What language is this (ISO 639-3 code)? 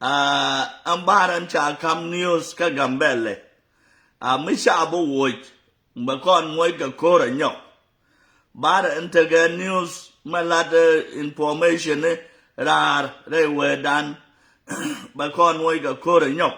nus